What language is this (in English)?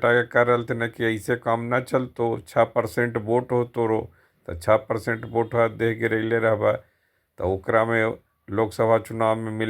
Magahi